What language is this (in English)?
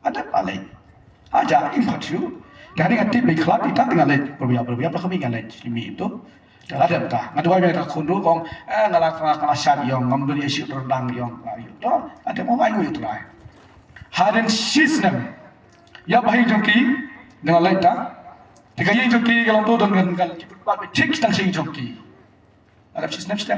Khasi